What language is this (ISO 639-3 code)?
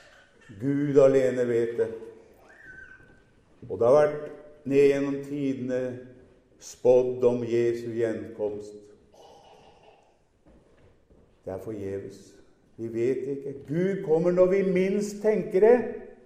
nor